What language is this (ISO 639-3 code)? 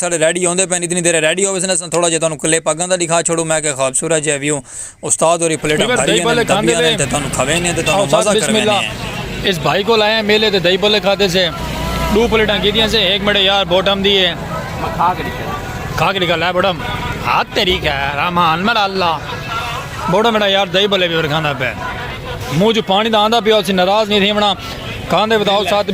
skr